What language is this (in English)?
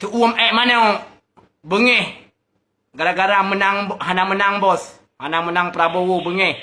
Achinese